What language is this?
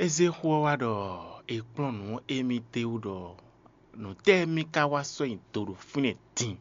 Fon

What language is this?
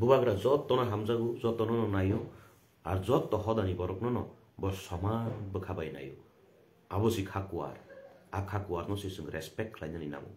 Kok Borok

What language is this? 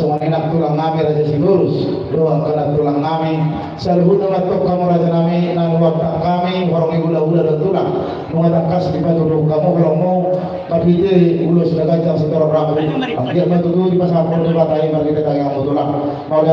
Batak Toba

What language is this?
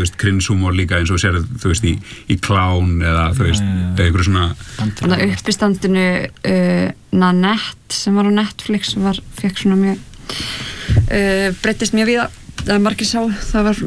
Icelandic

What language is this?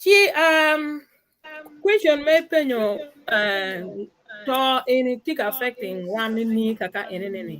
Acoli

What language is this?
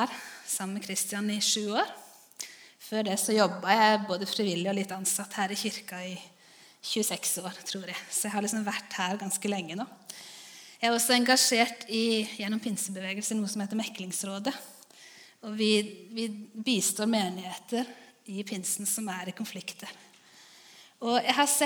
Norwegian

